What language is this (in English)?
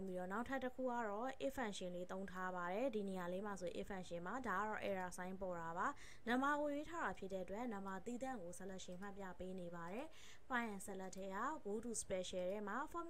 Burmese